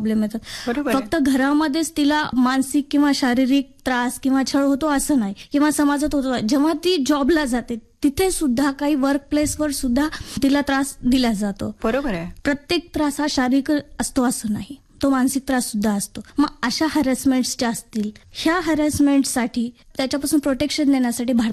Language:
Marathi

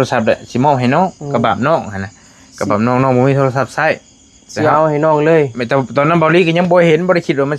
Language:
Northeastern Thai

